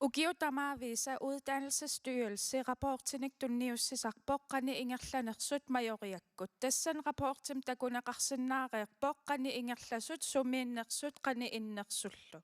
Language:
Kalaallisut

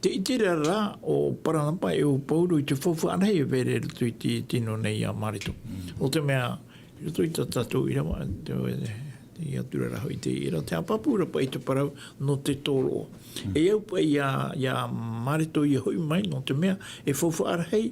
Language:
Tahitian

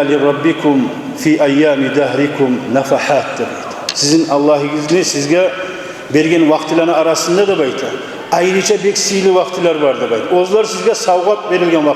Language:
Kumyk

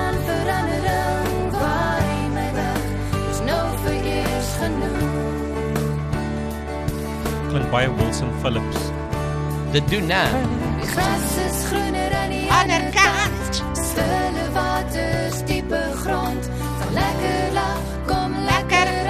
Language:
Afrikaans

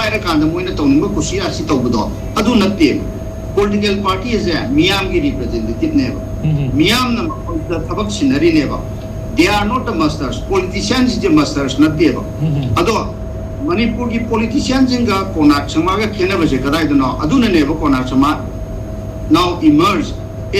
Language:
Manipuri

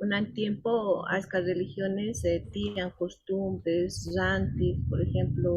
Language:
Quechua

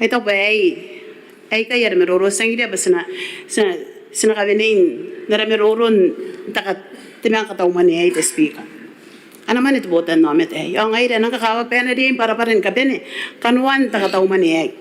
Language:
Gilbertese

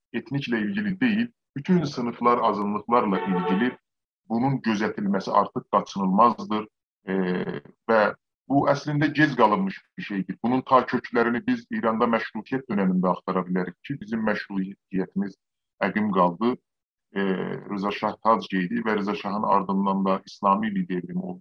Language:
South Azerbaijani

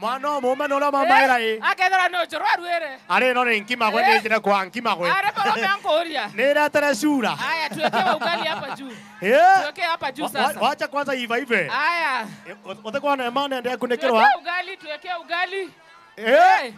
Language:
Meru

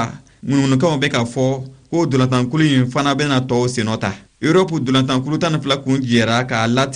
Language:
Bambara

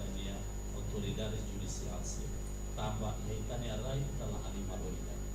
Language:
Tetum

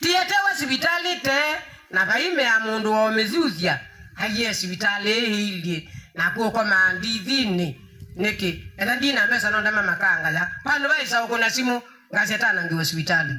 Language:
Kamba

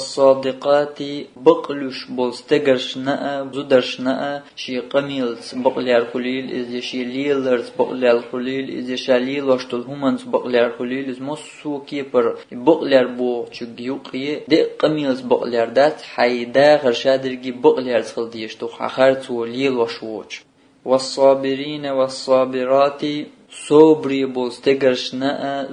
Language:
Chechen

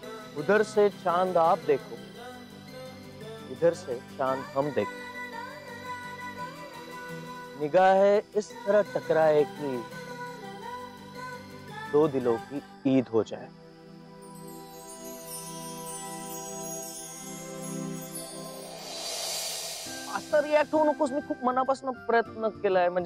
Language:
Marathi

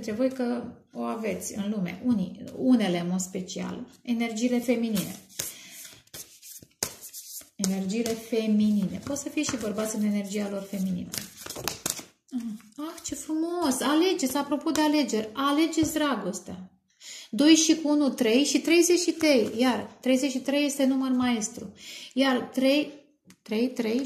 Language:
Romanian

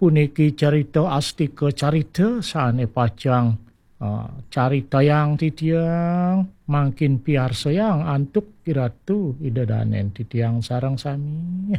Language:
Balinese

